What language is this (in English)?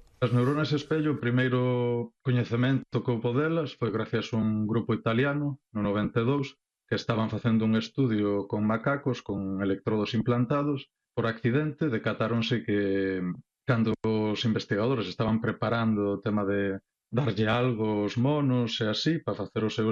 Galician